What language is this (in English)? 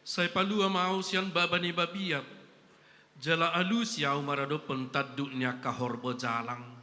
Batak Toba